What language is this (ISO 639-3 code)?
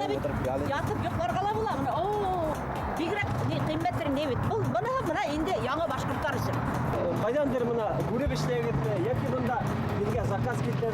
bak